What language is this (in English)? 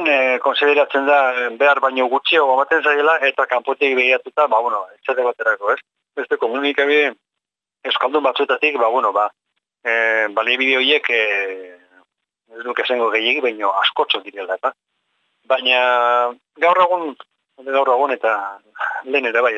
Basque